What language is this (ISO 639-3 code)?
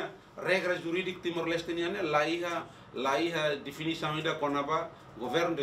tet